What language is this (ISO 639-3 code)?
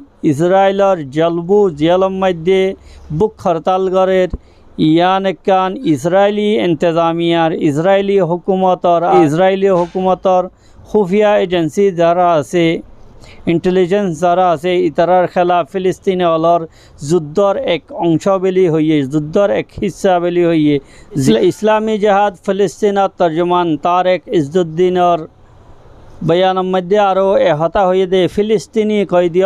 rhg